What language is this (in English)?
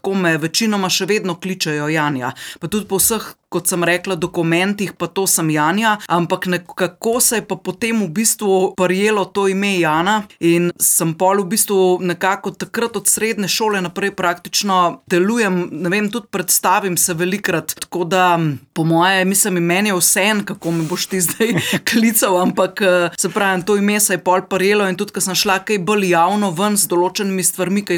Slovenian